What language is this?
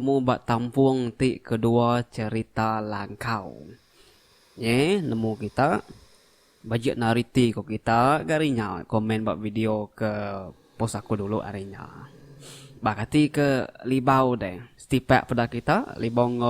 Iban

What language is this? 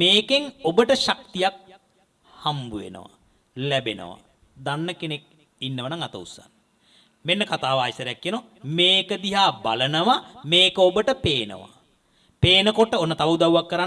Sinhala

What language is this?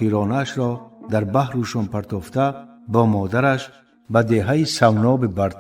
Tajik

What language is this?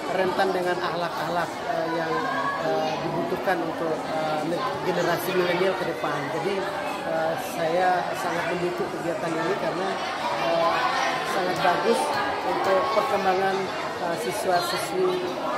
Indonesian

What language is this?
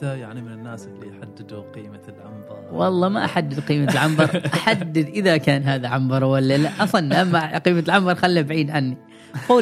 Gulf Arabic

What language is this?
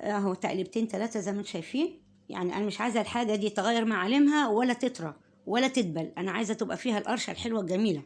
Egyptian Arabic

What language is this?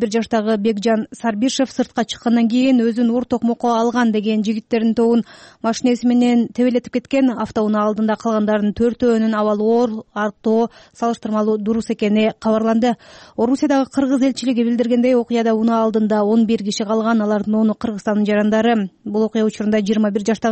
Kyrgyz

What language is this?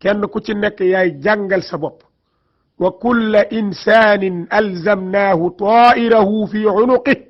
Wolof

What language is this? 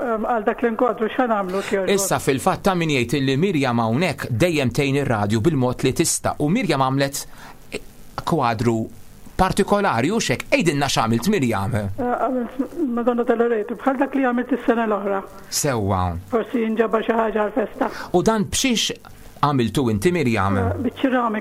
Maltese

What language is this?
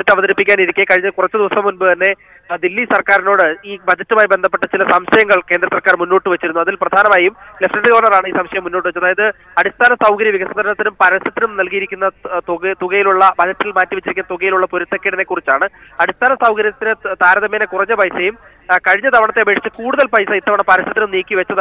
Malayalam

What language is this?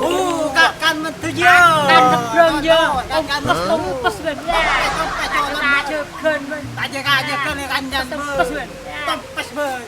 Madurese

